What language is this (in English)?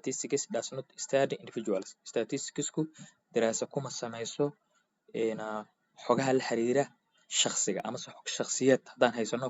Somali